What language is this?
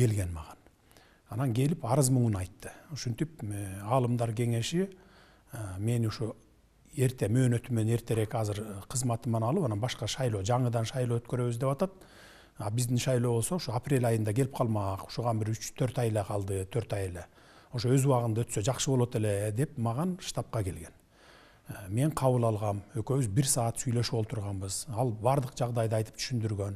Kyrgyz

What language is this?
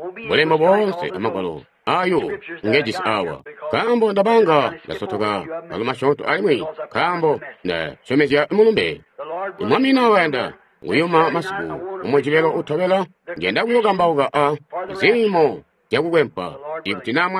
Tonga (Zambia)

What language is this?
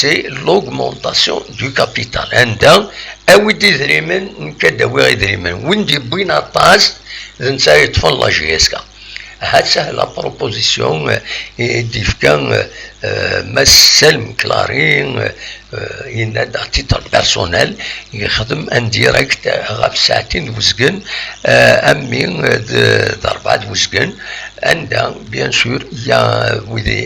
Kabyle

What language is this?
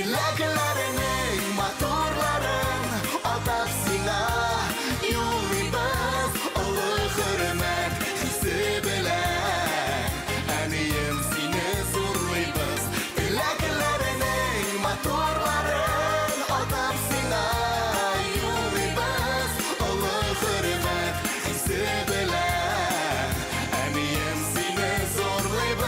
Bashkir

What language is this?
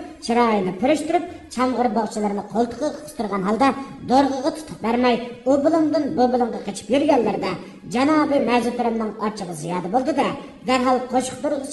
Uyghur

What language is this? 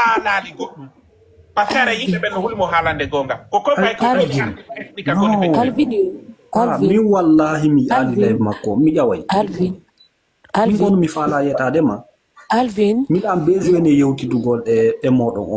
Fula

